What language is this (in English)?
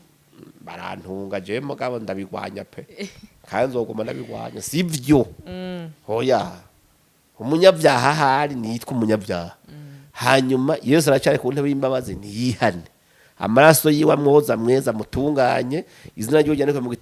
Rundi